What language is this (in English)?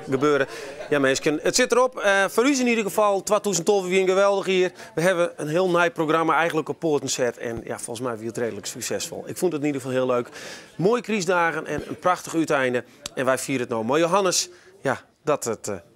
Western Frisian